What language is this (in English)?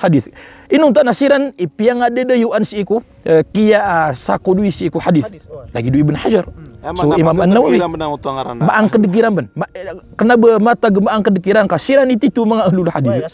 Maranao